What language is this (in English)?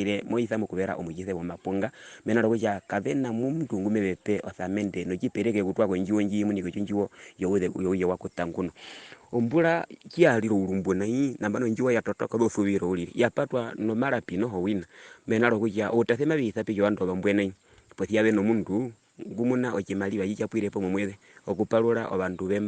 Herero